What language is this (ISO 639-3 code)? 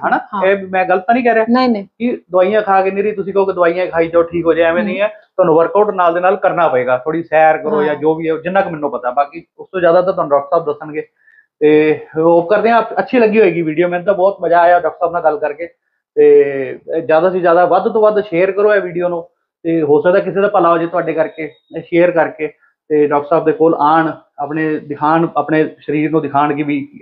pan